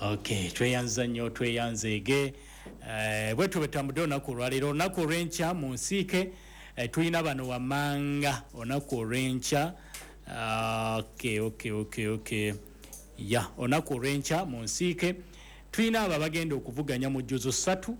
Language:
Ganda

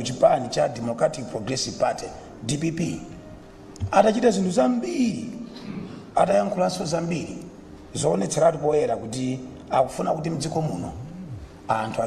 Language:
Nyanja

